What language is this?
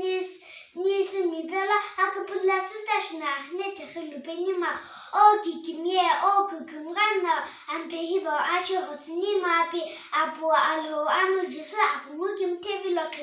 Sumi Naga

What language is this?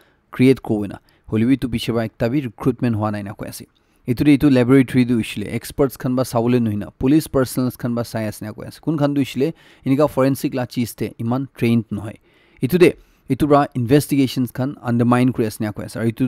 Naga Pidgin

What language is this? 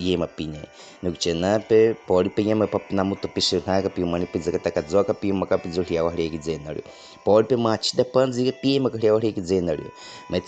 Baniwa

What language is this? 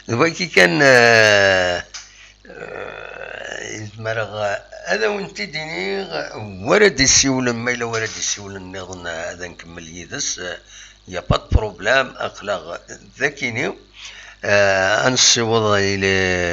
Kabyle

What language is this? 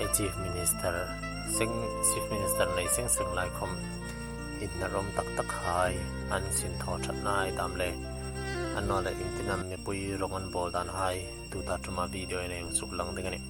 Hmar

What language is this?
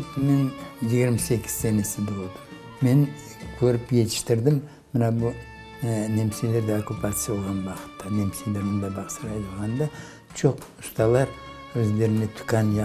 Crimean Tatar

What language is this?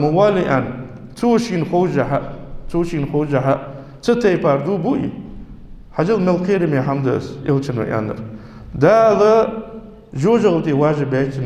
Ingush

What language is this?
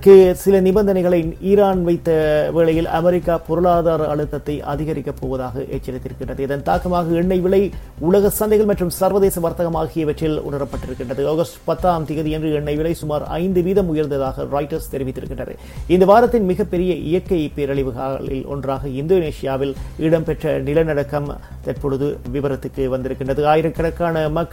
Tamil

